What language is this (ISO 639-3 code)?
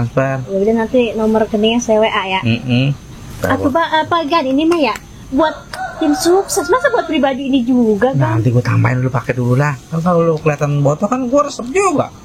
bew